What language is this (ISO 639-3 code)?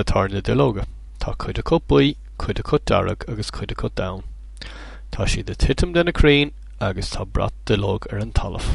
gle